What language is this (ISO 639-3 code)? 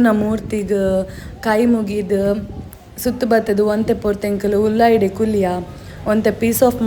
tcy